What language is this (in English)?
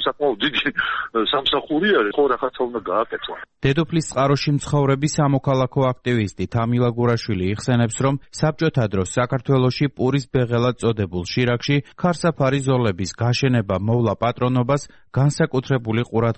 Georgian